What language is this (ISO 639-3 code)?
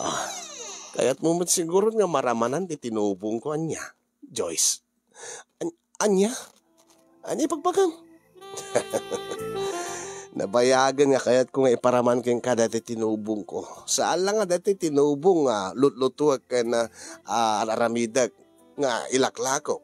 ilo